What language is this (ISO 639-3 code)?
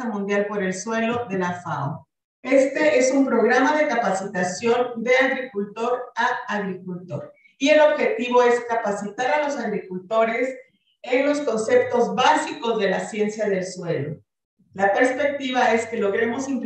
spa